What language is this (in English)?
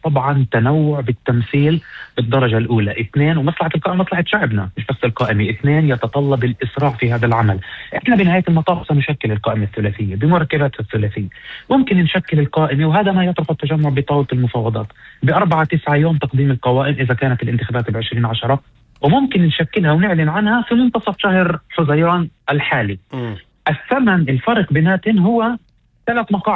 North Levantine Arabic